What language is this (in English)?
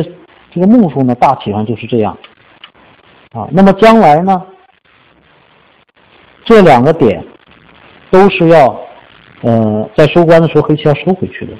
Chinese